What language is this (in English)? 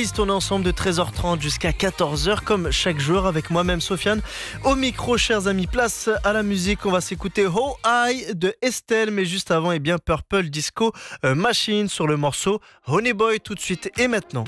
French